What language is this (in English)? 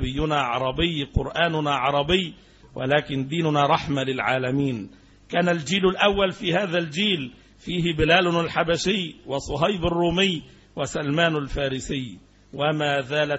Arabic